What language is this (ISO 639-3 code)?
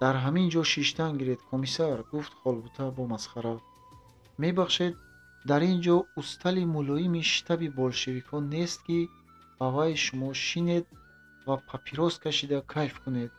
tgk